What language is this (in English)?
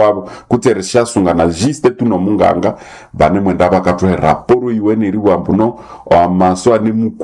Nande